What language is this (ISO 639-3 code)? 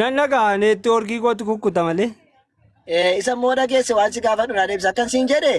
orm